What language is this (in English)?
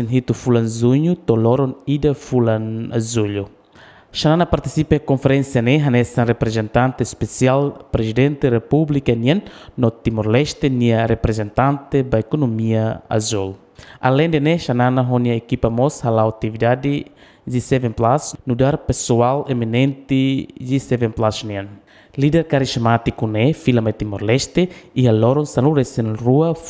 Tetum